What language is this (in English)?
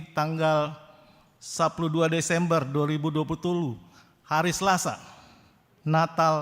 Batak Toba